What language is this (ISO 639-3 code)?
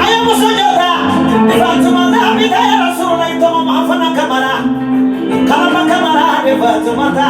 bam